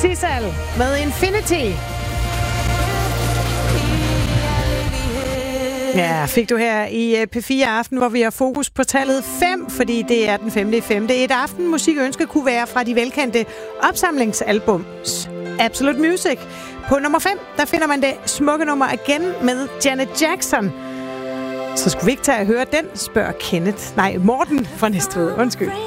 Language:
Danish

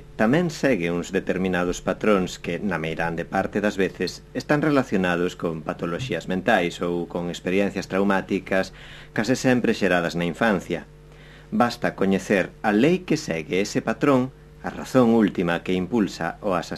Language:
Galician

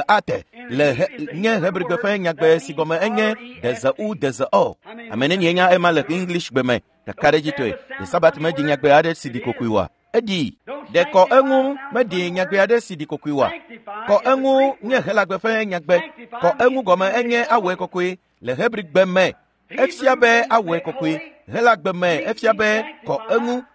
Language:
Ewe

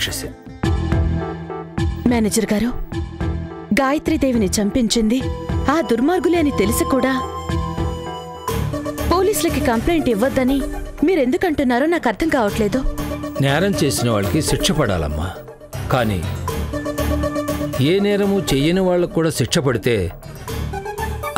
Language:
Telugu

